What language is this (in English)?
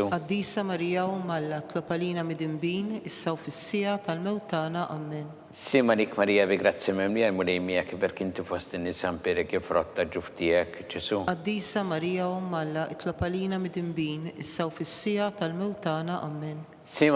Maltese